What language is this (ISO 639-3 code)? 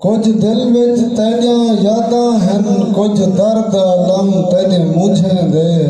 skr